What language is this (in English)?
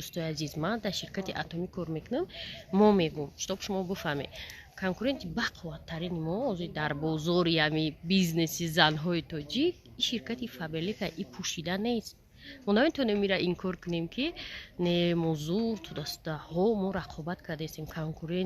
Tajik